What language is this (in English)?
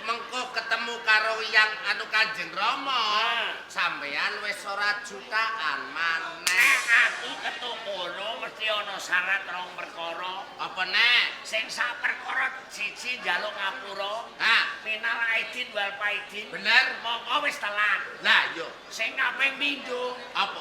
Javanese